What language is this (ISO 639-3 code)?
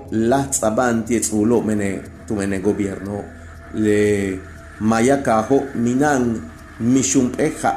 yua